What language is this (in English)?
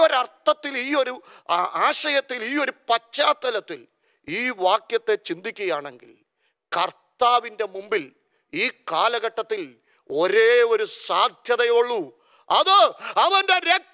Malayalam